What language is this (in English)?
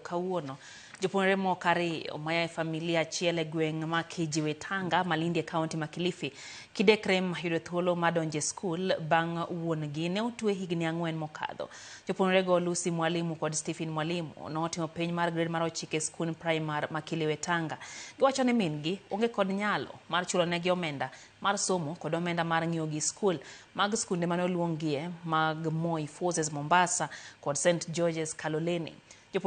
Luo (Kenya and Tanzania)